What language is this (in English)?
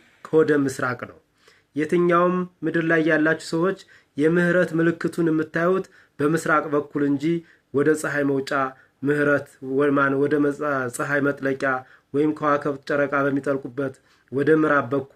Amharic